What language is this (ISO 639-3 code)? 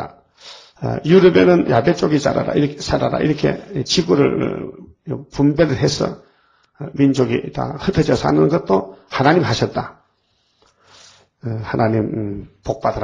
kor